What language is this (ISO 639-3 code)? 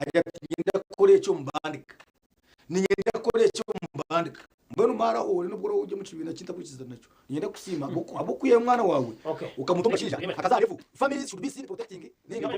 nyn